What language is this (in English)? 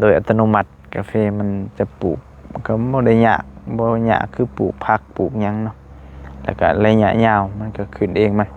Lao